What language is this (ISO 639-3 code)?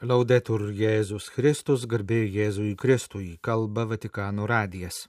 lit